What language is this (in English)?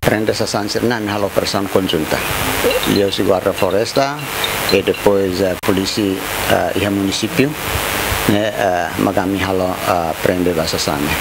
Tetum